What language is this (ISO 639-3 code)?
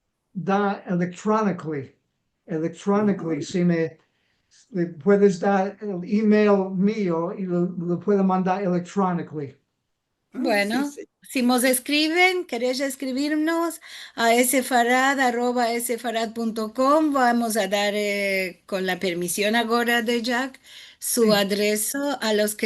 lad